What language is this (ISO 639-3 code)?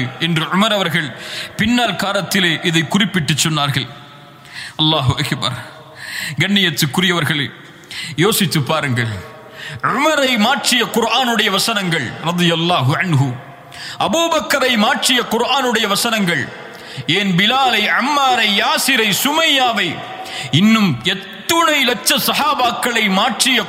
tam